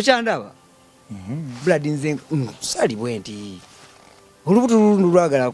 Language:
Ganda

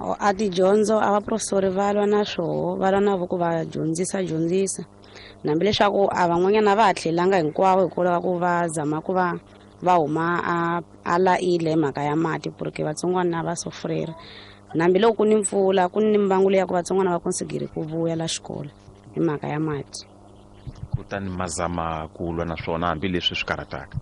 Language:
Tsonga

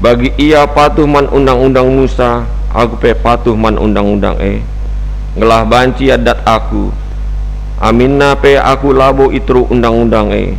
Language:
Batak Karo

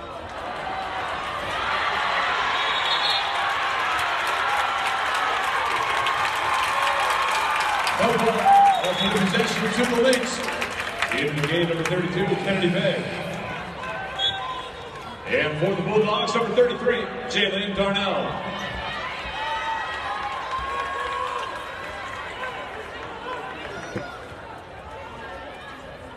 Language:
English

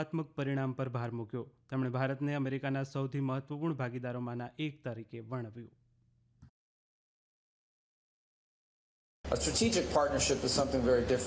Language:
Gujarati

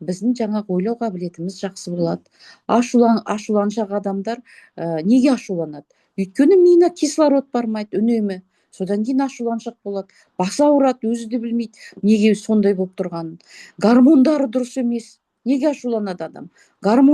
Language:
Kazakh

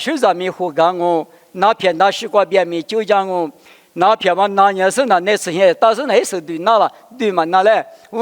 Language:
Lisu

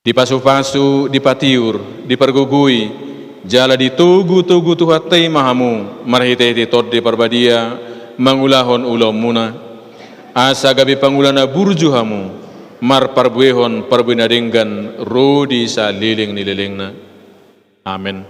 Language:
Batak Toba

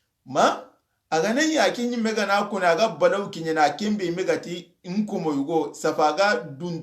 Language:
Soninke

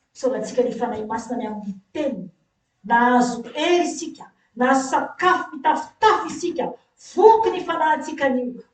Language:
Malagasy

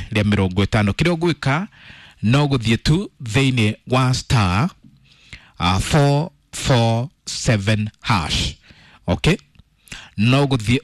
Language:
Kikuyu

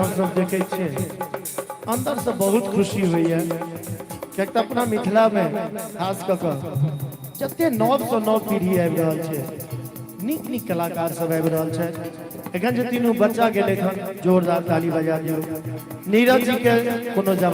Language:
Maithili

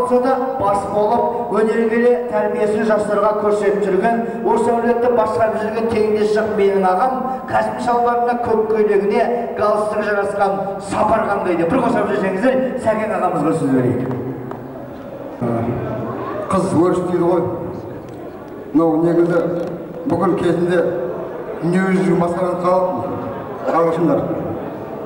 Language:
Kazakh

